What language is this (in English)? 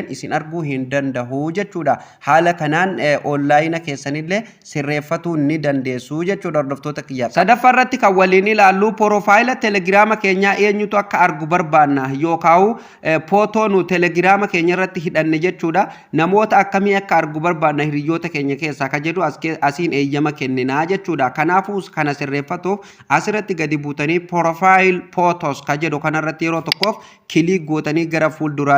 Oromo